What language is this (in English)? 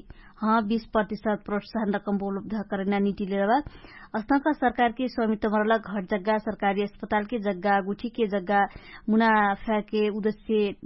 Dangaura Tharu